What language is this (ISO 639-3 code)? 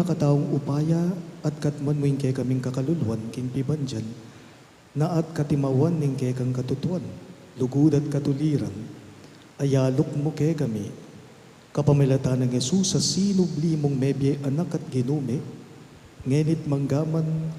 pam